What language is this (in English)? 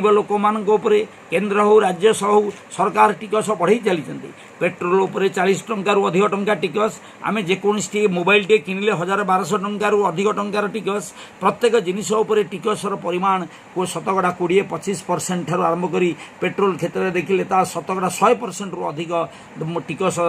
Odia